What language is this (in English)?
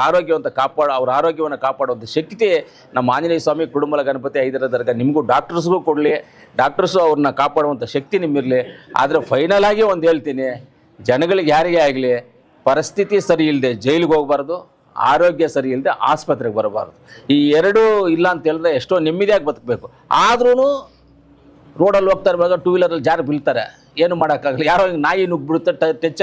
Kannada